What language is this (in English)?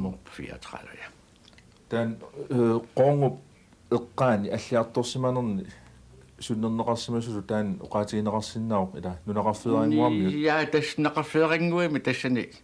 Kalaallisut